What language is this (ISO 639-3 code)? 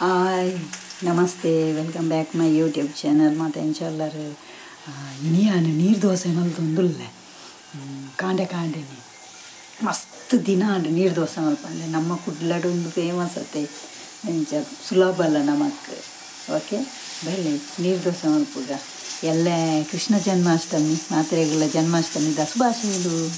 tcy